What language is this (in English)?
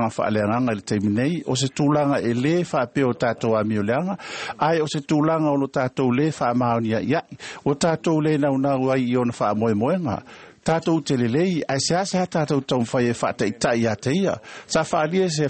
Samoan